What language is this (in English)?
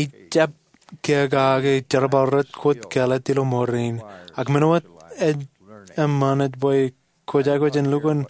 Marshallese